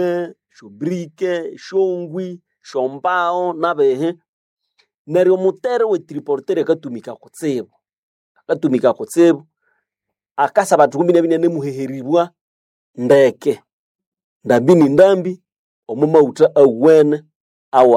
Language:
Nande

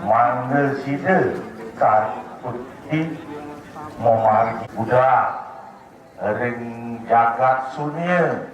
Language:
Balinese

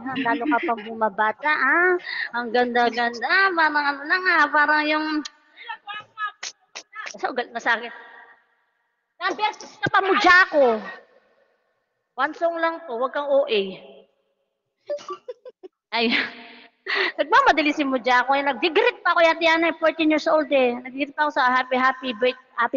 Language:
Filipino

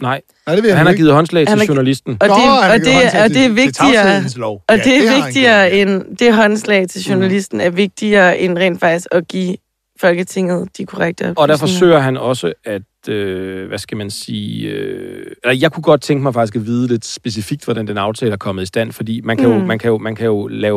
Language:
Danish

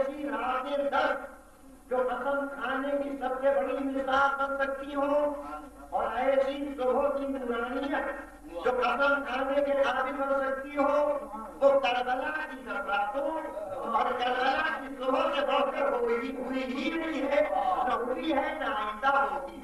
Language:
Urdu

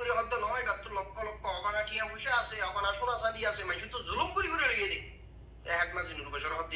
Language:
Rohingya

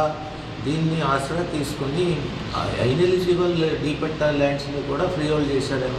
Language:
Telugu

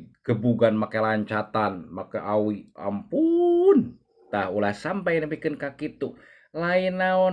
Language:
Sundanese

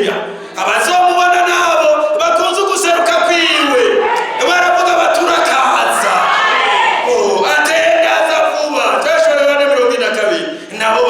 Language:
Rundi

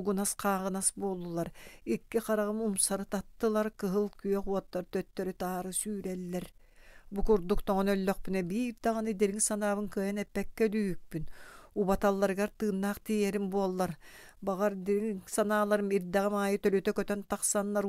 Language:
Yakut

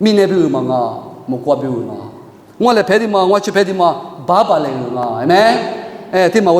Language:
Lisu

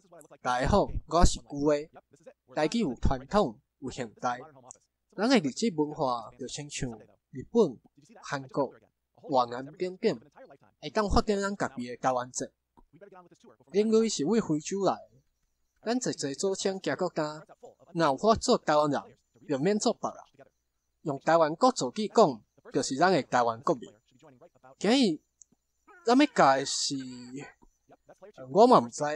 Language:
Min Nan Chinese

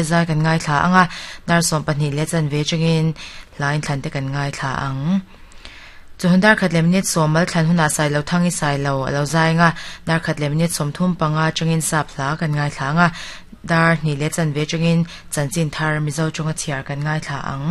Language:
Mizo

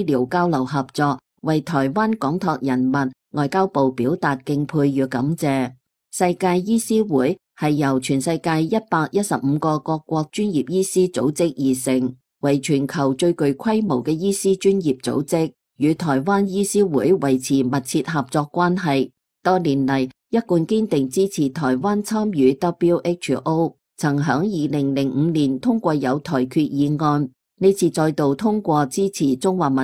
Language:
Cantonese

